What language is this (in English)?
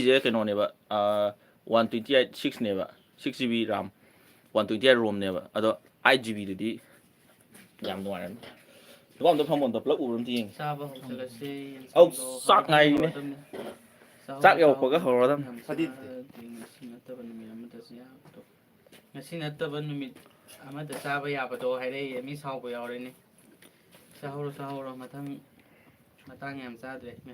Manipuri